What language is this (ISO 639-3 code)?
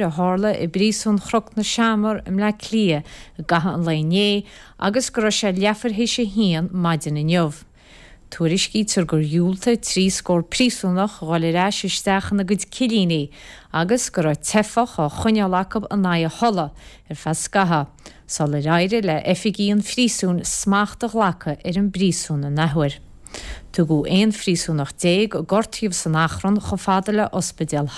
gle